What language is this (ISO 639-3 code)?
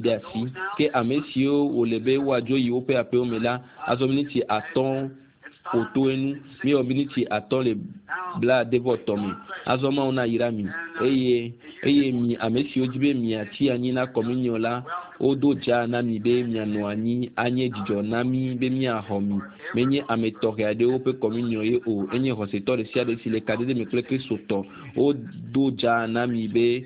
ewe